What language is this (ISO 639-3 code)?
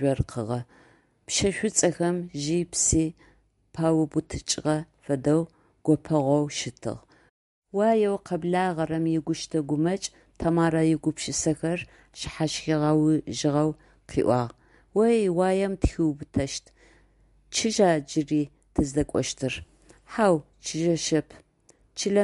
ady